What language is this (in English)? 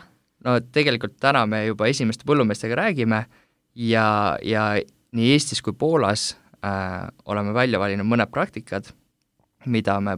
Estonian